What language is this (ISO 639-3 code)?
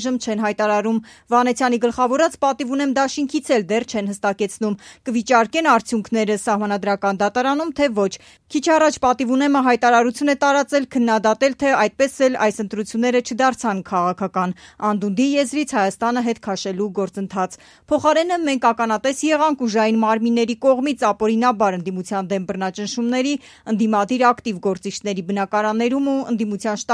hye